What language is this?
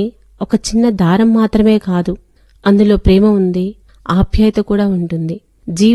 Telugu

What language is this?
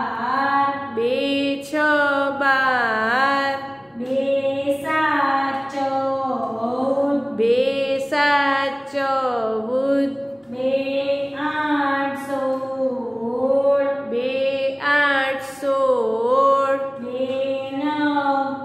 Gujarati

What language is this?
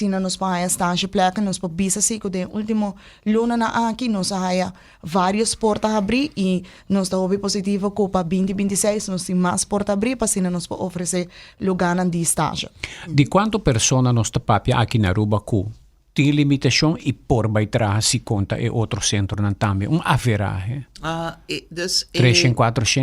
Papiamento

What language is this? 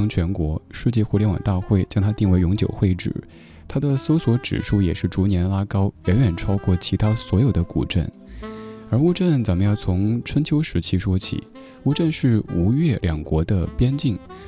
Chinese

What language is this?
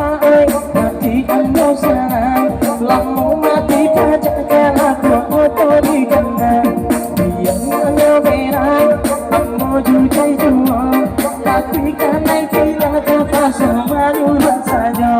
Minangkabau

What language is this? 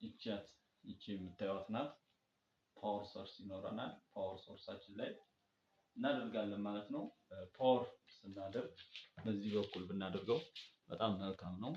Amharic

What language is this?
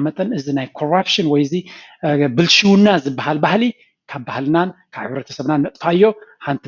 Tigrinya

